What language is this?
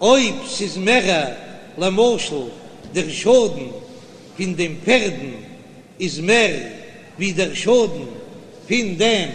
Yiddish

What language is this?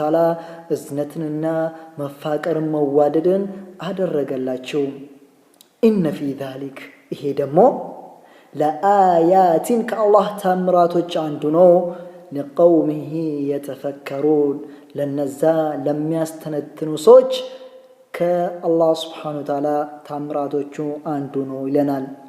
Amharic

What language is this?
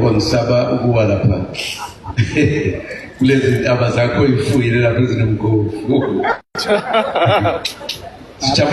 Zulu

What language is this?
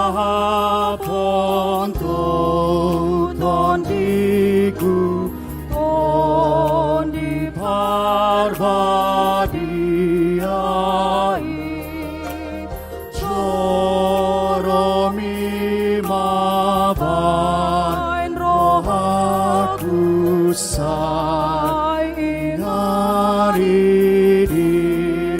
Batak Toba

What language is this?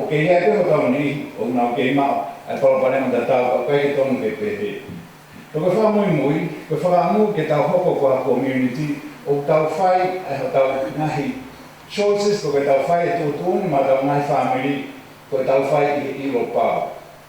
Tongan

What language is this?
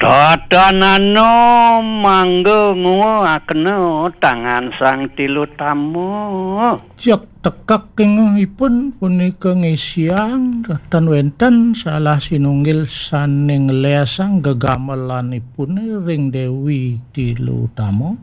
Balinese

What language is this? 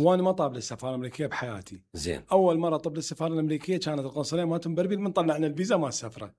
Mesopotamian Arabic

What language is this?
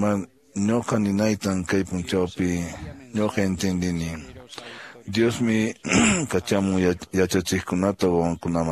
Quechua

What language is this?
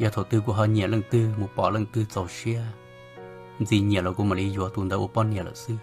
Hmong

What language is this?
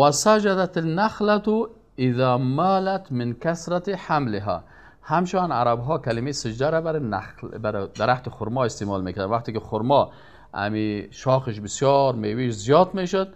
Persian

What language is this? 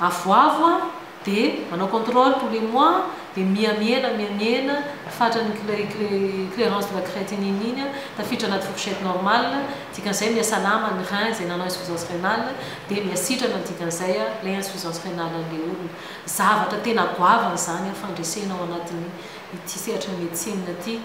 Malagasy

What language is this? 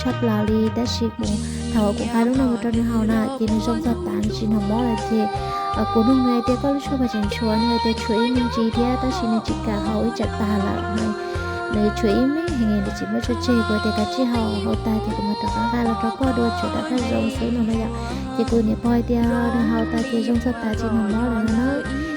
Hmong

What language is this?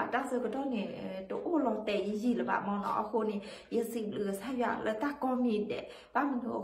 S'gaw Karen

